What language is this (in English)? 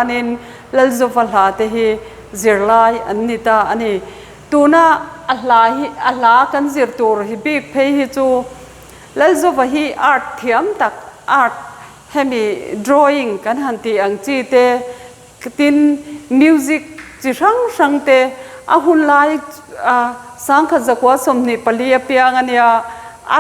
Mizo